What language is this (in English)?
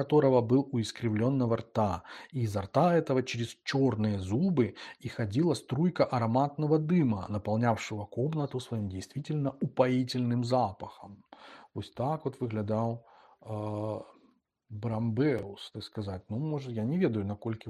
Belarusian